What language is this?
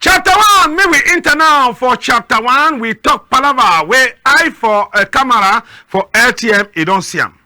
Cameroon Pidgin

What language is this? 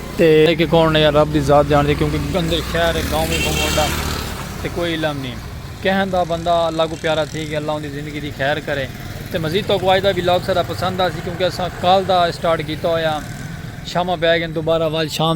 Saraiki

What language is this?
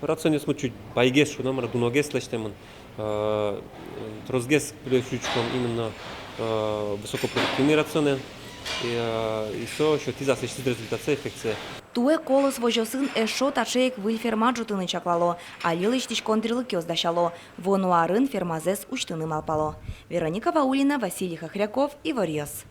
Udmurt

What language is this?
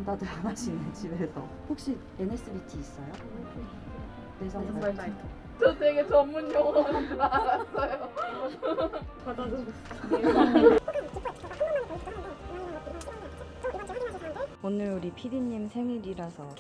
Korean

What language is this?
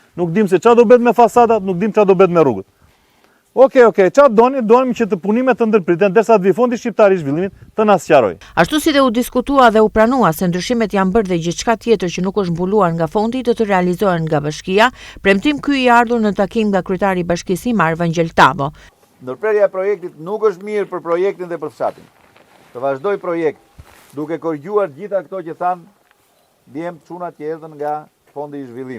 Albanian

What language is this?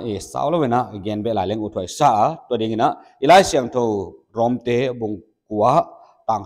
Paite Chin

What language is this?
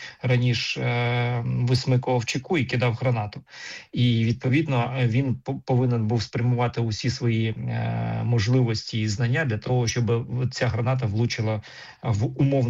Ukrainian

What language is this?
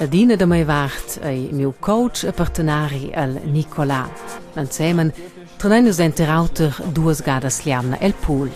Romansh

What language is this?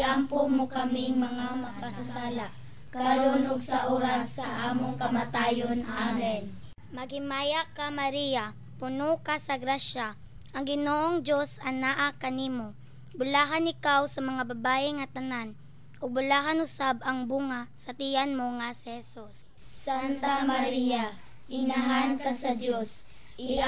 Cebuano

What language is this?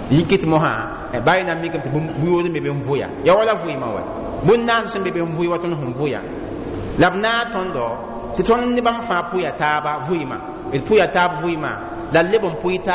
Mossi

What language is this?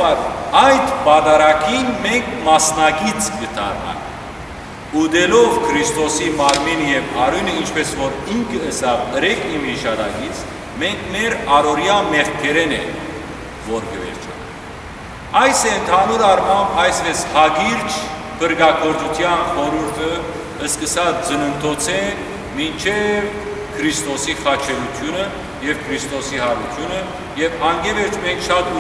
Western Armenian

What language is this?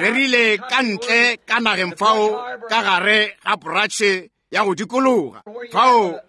Northern Sotho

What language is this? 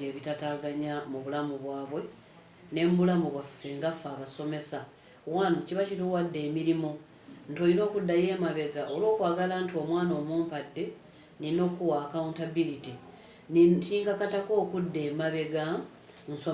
Ganda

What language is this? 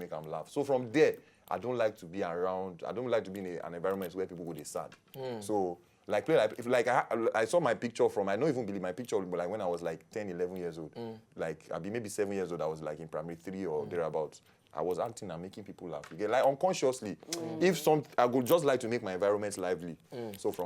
Nigerian Pidgin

